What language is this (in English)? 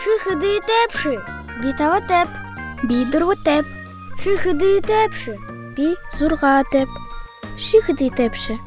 Buriat